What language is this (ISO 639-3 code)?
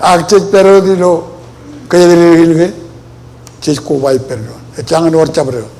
mah